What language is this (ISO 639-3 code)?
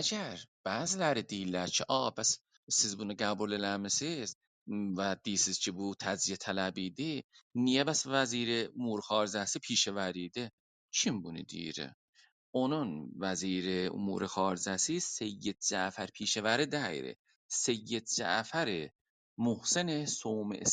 azb